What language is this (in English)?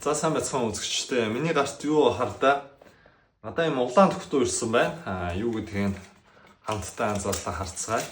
Mongolian